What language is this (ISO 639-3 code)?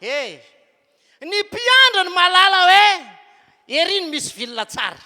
mlg